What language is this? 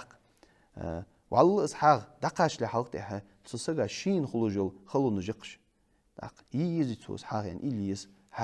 Ingush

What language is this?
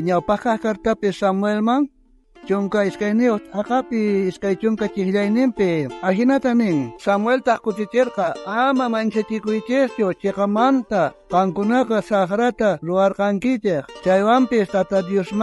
South Bolivian Quechua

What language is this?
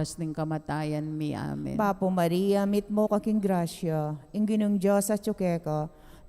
Pampanga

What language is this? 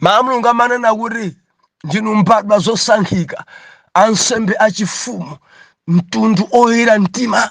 Nyanja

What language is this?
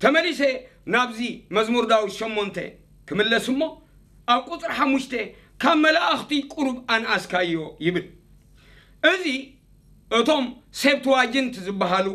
Tigrinya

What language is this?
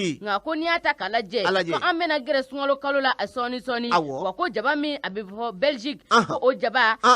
Bambara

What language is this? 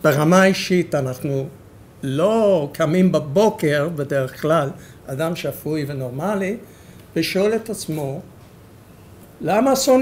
Hebrew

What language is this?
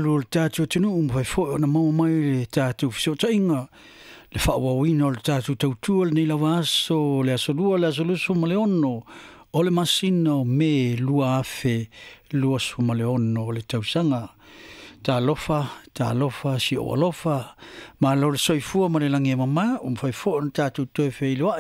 Samoan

